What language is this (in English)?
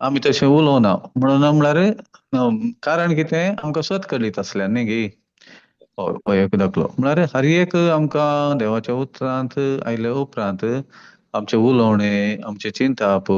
Konkani